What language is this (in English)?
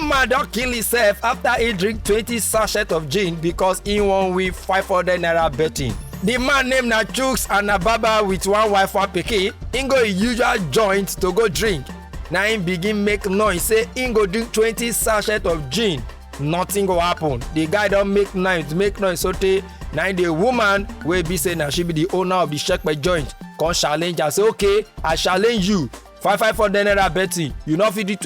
Nigerian Pidgin